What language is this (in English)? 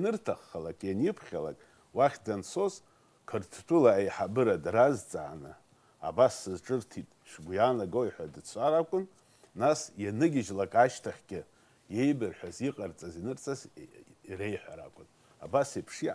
Abkhazian